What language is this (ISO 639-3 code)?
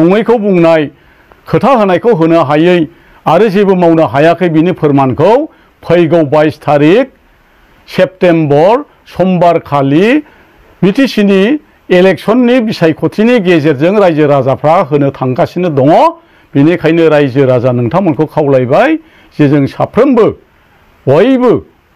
brx